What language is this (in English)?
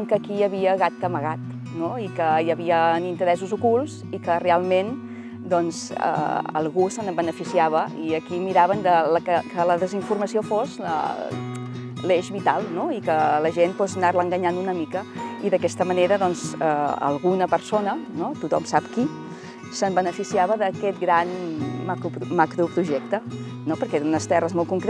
Catalan